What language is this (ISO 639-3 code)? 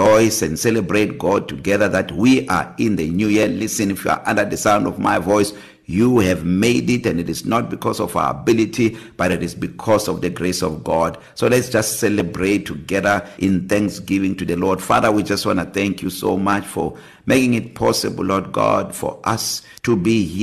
eng